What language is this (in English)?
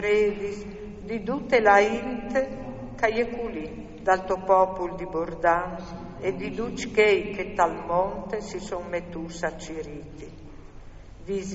Friulian